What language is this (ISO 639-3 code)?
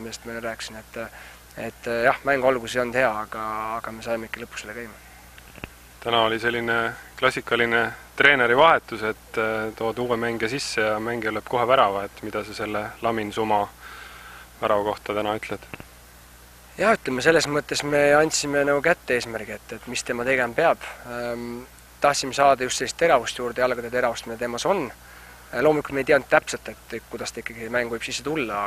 est